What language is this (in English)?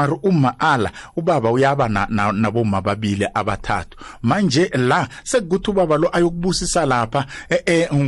South Ndebele